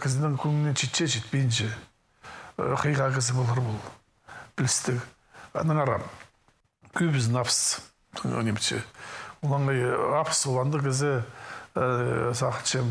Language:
Khakas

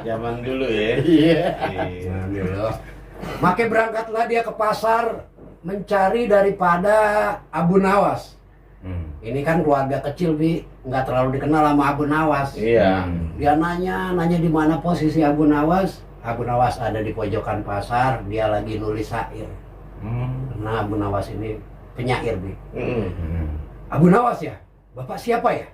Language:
Betawi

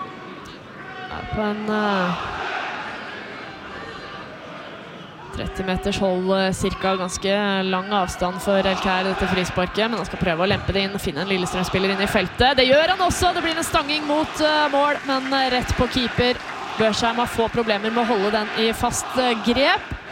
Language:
Norwegian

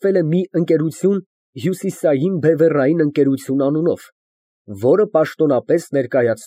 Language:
Armenian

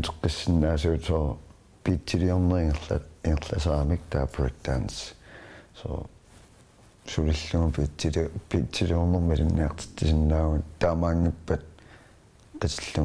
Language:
Kalaallisut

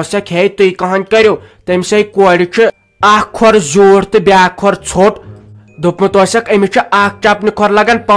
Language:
Kashmiri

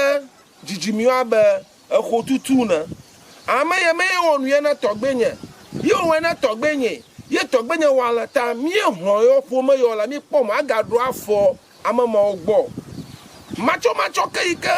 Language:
Ewe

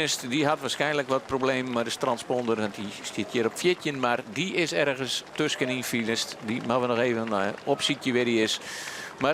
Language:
Western Frisian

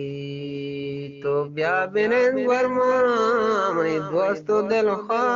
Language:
Eastern Balochi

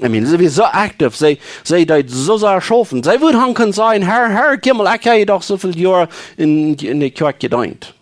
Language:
Plautdietsch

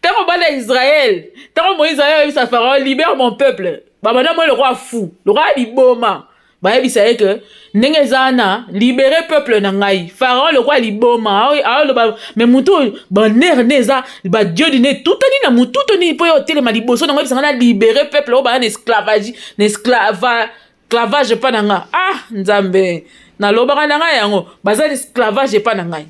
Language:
Lingala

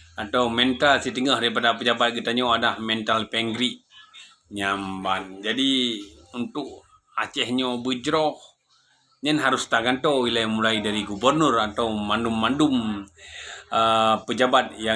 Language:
Achinese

